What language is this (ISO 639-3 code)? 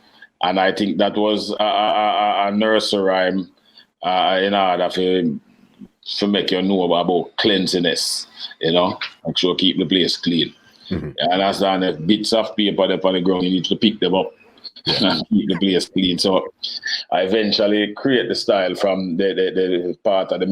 jam